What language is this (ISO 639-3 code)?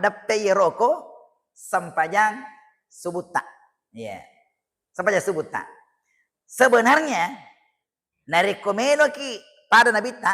bug